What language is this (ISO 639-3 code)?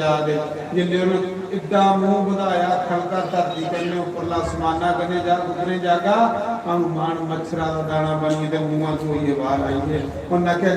doi